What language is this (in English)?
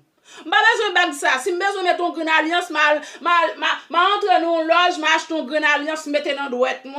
Haitian Creole